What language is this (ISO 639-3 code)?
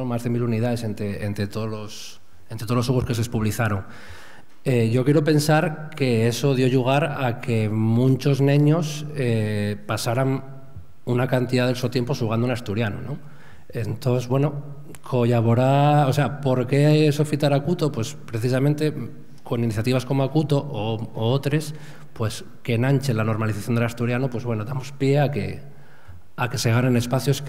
ast